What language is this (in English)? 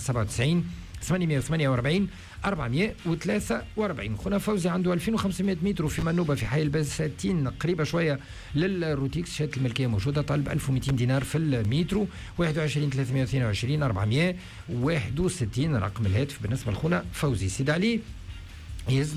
Tunisian Arabic